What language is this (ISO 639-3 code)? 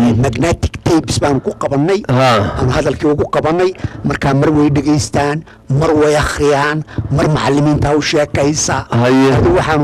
som